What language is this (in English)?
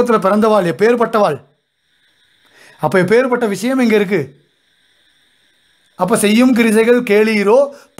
Tamil